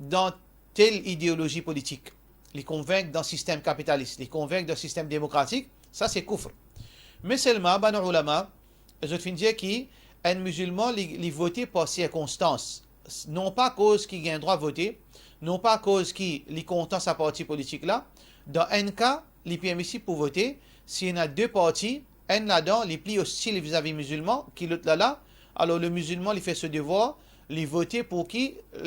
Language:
Morisyen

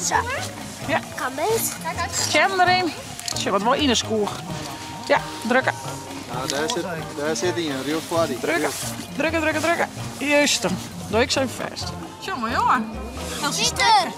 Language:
Western Frisian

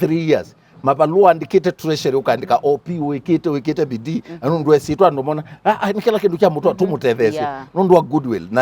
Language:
Kamba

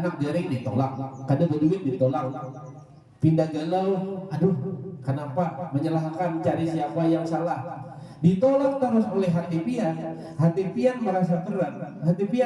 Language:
Banjar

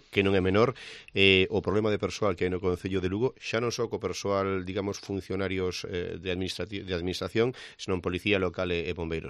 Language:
Galician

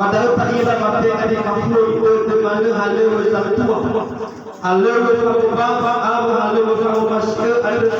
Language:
Nias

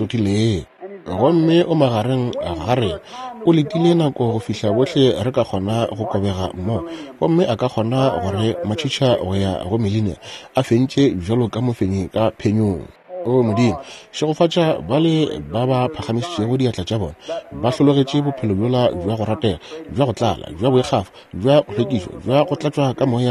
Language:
Northern Sotho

